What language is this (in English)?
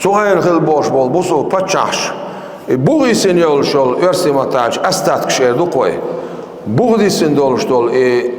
Chechen